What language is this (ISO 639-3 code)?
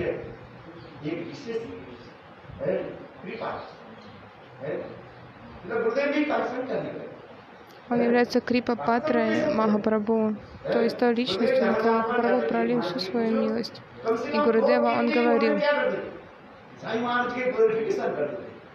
rus